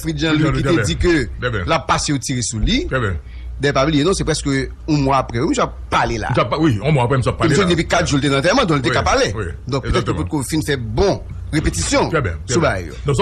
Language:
Haitian Creole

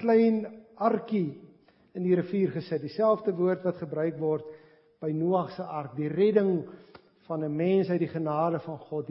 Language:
Afrikaans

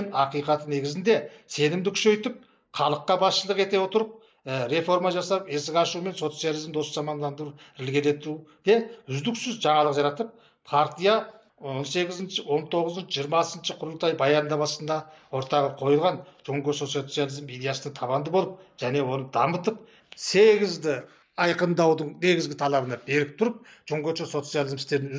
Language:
Kazakh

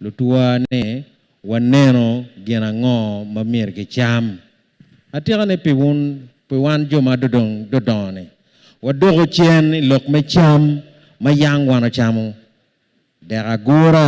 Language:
Acoli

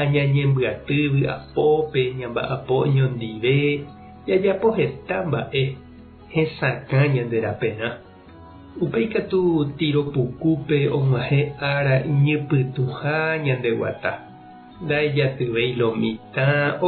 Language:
Guarani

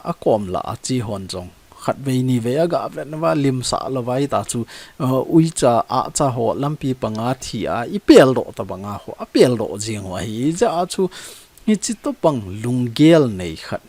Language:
Thado Chin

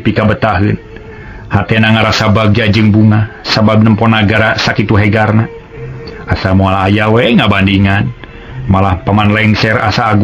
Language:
Sundanese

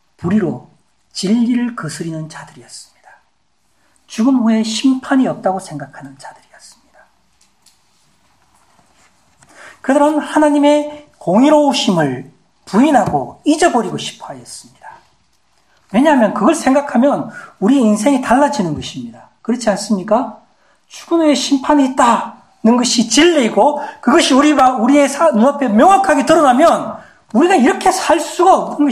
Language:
Korean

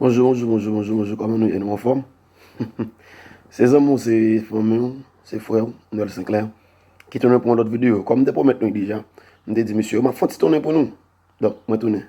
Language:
Haitian Creole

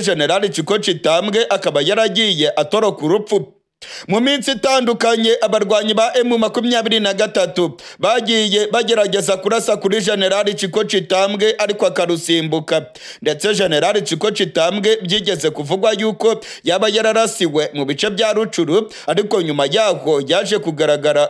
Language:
Kinyarwanda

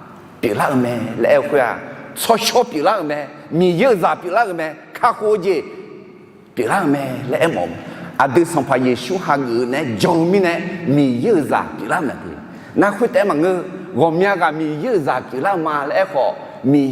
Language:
Akha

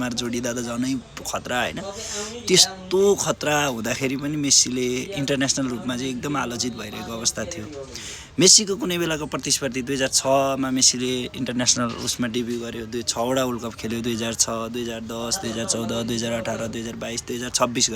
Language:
Nepali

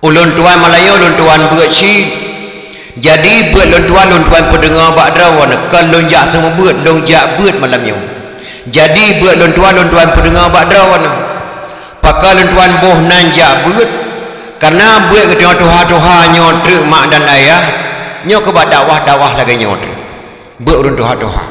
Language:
Achinese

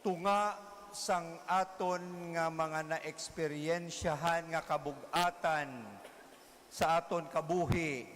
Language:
Hiligaynon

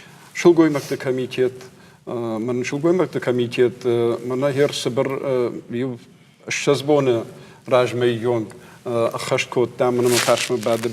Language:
Ossetic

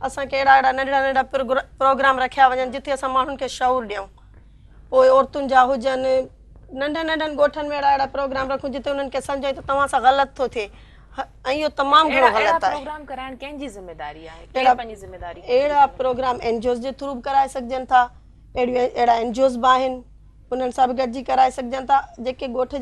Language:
Sindhi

